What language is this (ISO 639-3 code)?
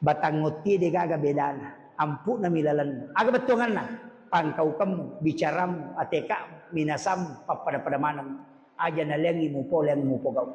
bug